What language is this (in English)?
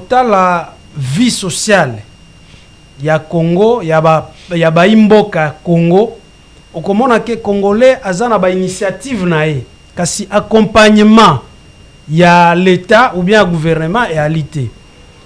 Lingala